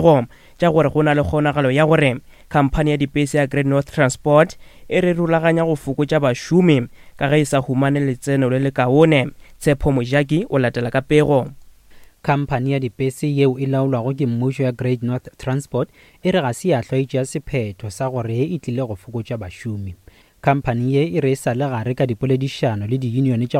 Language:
Northern Sotho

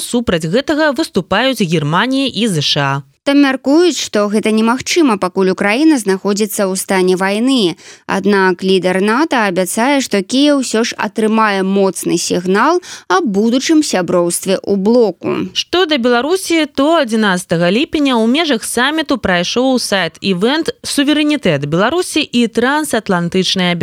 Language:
Belarusian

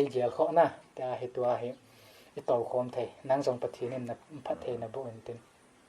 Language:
Paite Chin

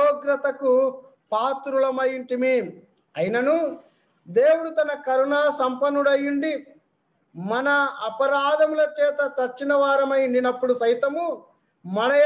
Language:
Telugu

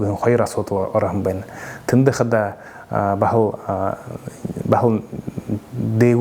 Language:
Buriat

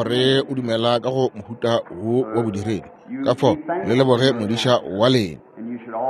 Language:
Northern Sotho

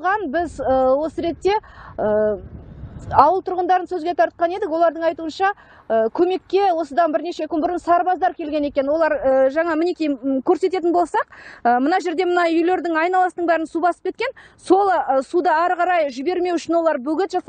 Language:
Kazakh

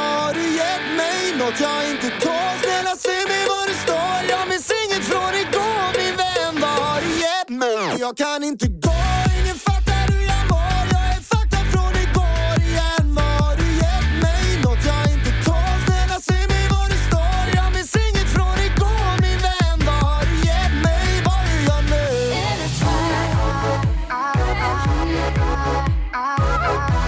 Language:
Swedish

